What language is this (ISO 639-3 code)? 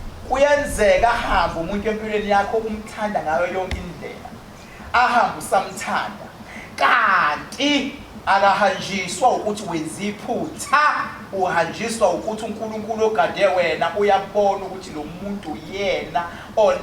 zul